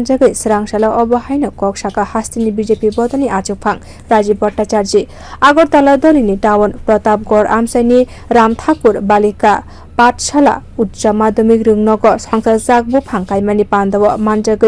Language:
Kok Borok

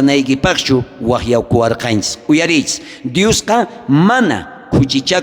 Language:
South Bolivian Quechua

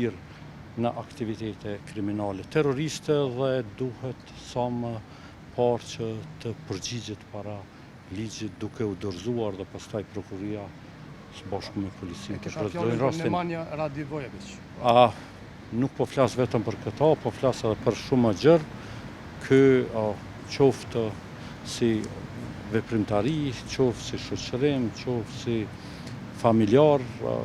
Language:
Albanian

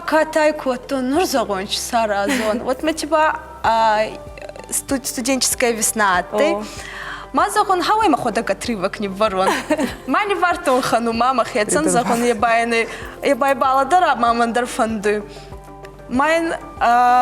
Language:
Ossetic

